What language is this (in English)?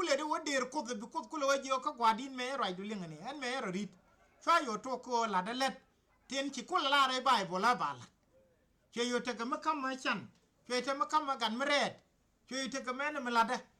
Nuer